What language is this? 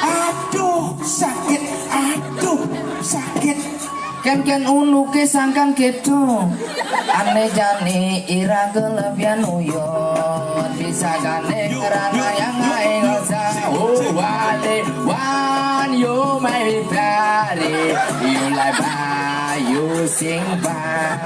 Balinese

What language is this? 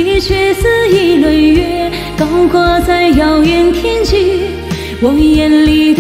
Chinese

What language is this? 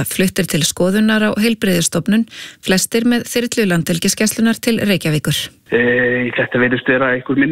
Icelandic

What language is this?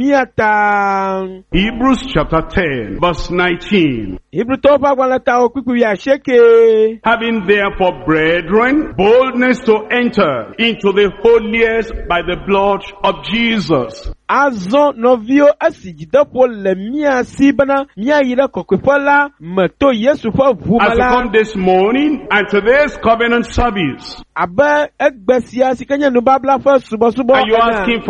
Ewe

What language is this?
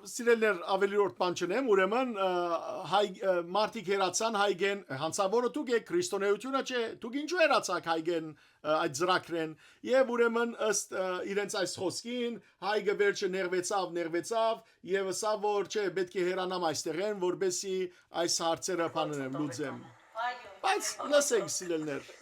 Western Armenian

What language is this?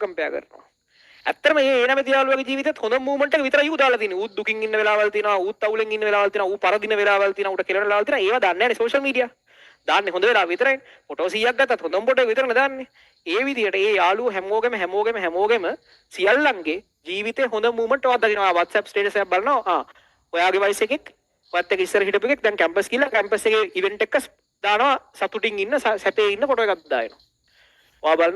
Sinhala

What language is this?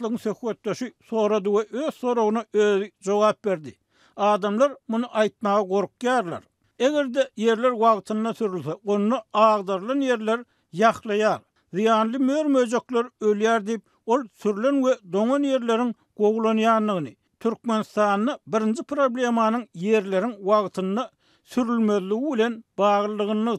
Turkmen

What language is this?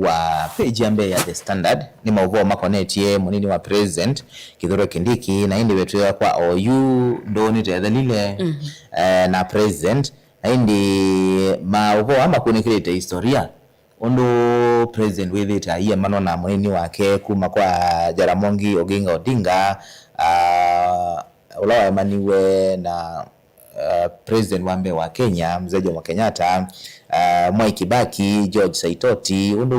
Kamba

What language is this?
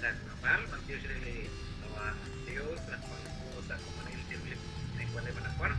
Kekchí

